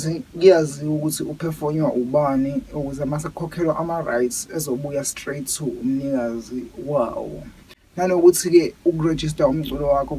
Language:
Zulu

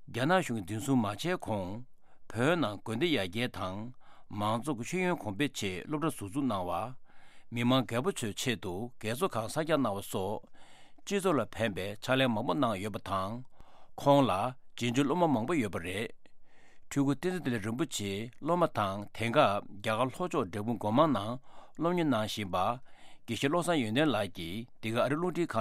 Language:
Tibetan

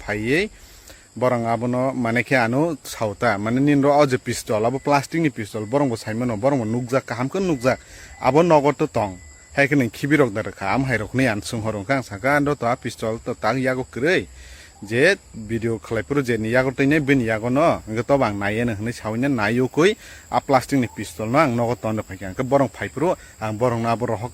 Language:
Kok Borok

